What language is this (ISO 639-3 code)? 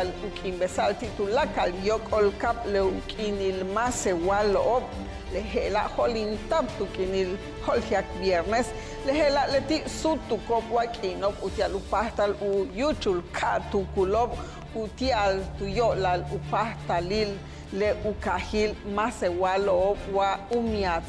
yua